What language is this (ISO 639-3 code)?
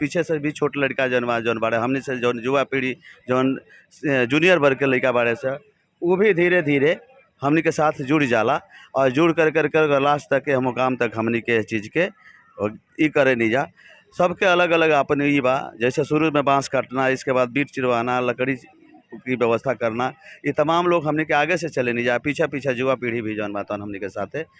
bho